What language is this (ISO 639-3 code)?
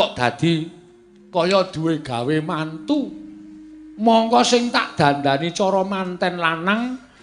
jav